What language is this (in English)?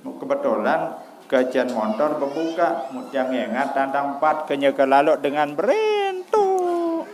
Sasak